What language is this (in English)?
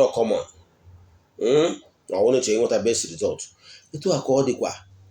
Igbo